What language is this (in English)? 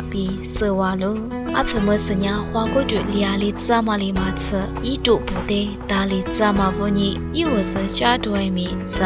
Lisu